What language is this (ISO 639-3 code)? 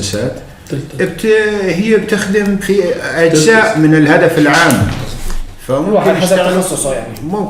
apc